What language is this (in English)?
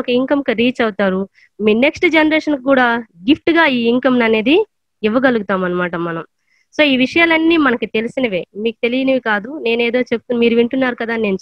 Telugu